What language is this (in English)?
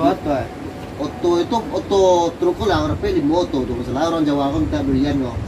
Minangkabau